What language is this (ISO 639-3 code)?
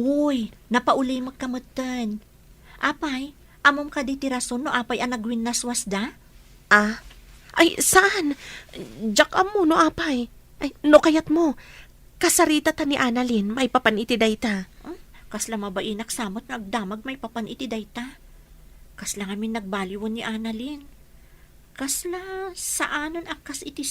ilo